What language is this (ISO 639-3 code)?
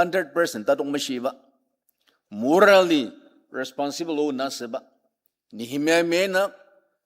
njo